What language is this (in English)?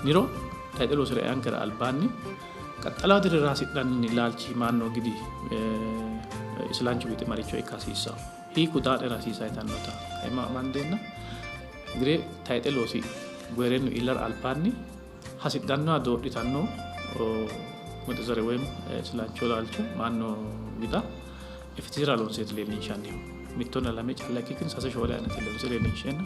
Sidamo